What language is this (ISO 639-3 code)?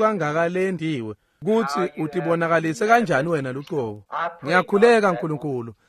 ssw